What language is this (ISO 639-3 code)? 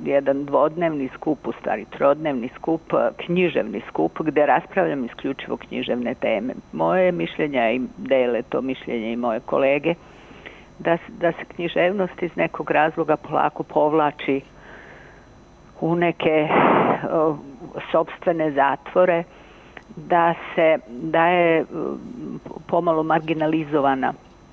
srp